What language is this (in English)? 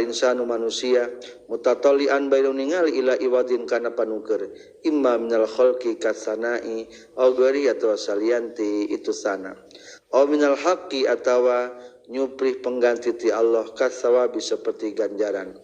Sundanese